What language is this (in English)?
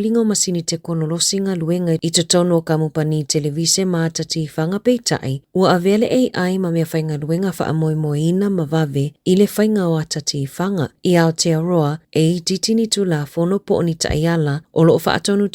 Samoan